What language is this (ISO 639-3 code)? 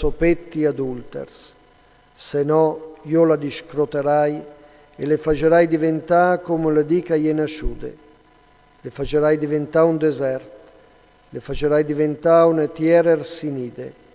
fur